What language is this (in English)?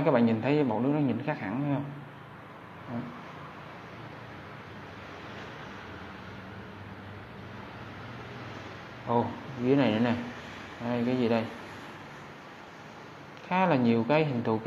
Vietnamese